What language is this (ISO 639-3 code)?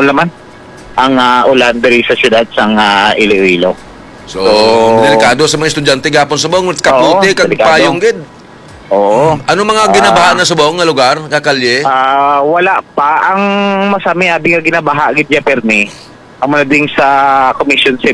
hil